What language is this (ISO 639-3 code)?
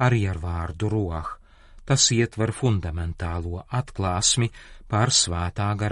lav